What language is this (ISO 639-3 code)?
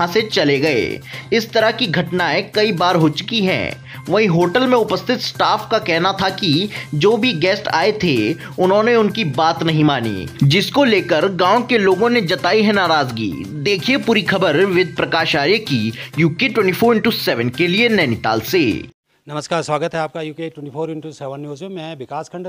hin